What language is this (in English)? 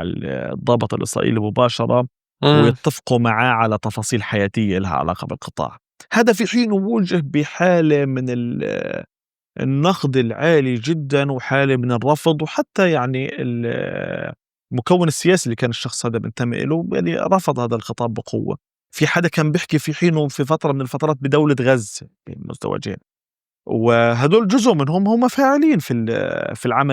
North Levantine Arabic